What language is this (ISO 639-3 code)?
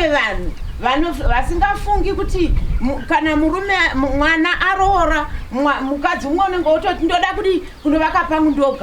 sna